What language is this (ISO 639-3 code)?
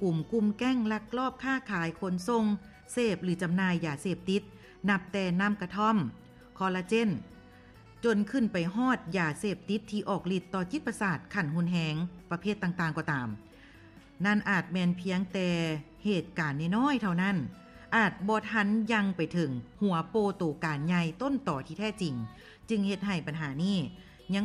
lao